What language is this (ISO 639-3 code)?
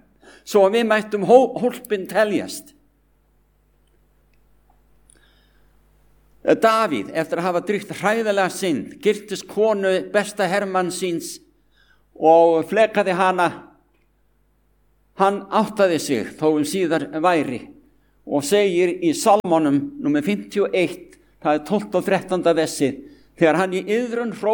isl